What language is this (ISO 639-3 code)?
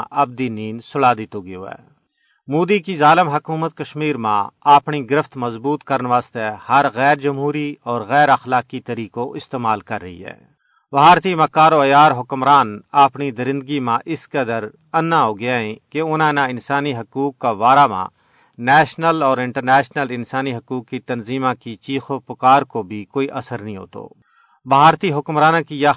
gju